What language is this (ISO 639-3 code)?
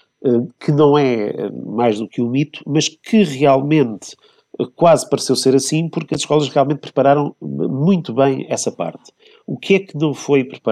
por